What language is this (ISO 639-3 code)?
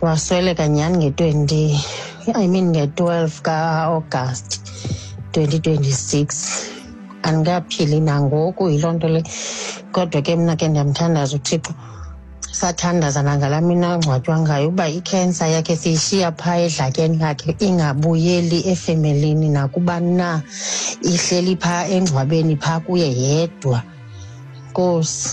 xho